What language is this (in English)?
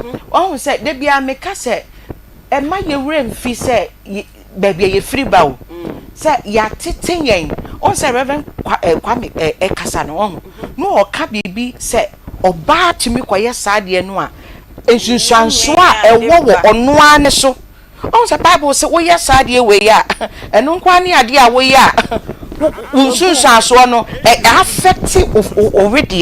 Akan